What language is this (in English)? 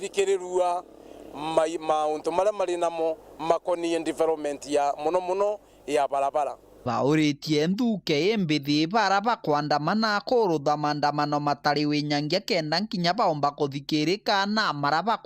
Meru